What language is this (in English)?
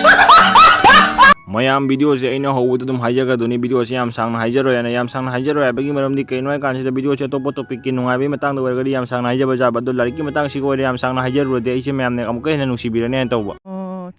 Manipuri